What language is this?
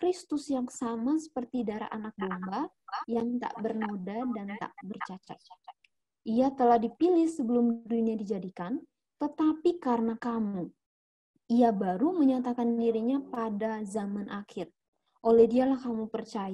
Indonesian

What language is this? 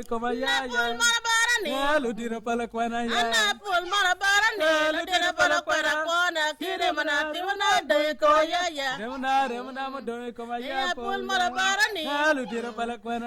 Acoli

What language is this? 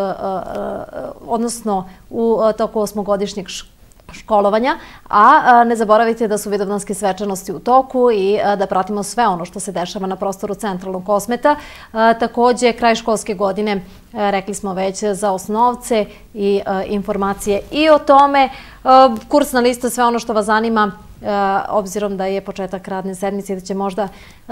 Serbian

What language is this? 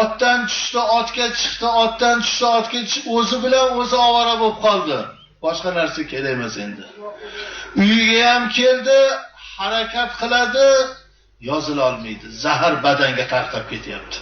Uzbek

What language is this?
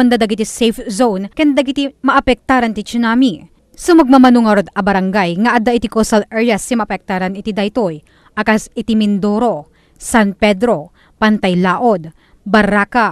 Iloko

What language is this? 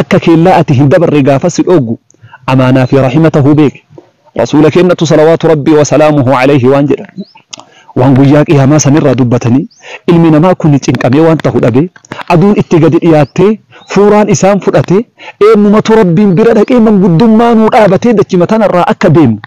Oromo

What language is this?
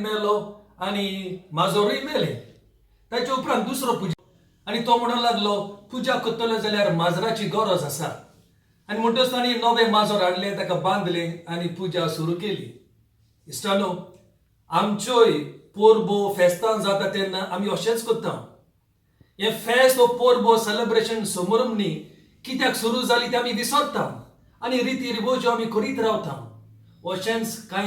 Konkani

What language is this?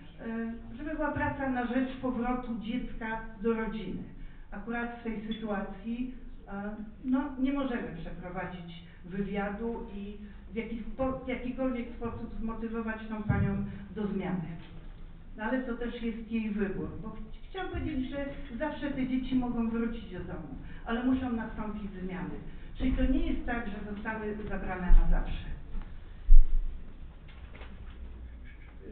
Polish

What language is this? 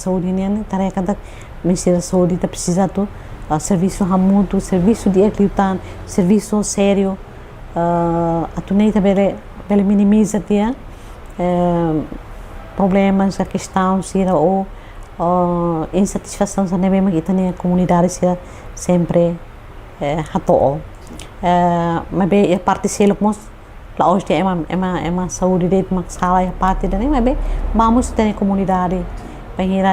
Tetum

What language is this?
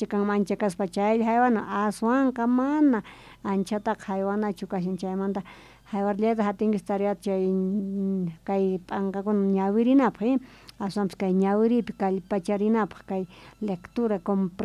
South Bolivian Quechua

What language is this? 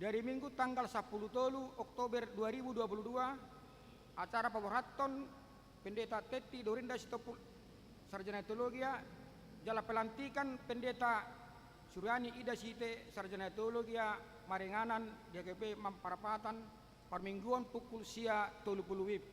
Batak Toba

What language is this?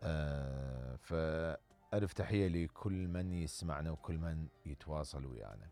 Mesopotamian Arabic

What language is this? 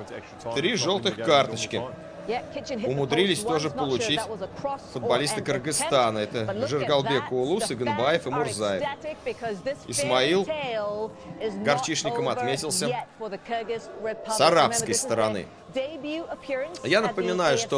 Russian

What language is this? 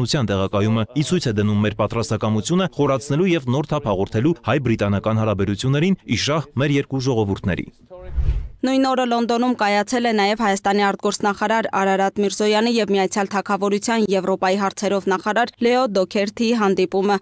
Armenian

